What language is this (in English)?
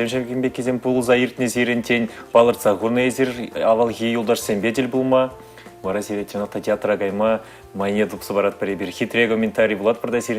Chuvash